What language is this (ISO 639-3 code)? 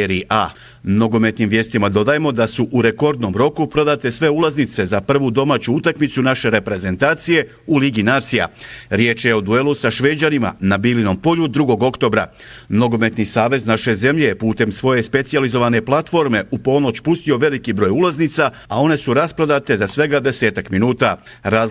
bos